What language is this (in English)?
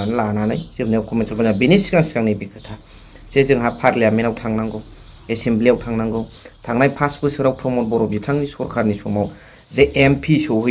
Bodo